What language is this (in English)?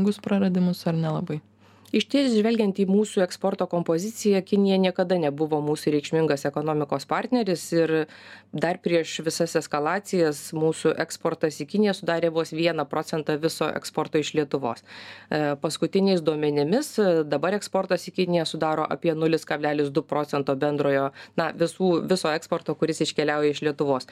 Lithuanian